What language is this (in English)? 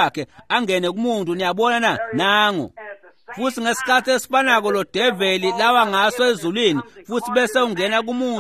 Swati